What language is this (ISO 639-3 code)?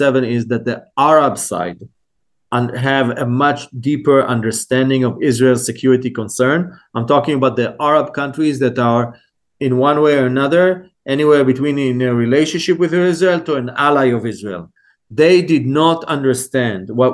eng